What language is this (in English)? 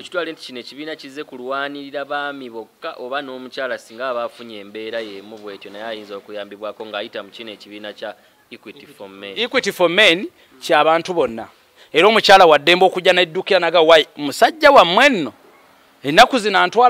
Ganda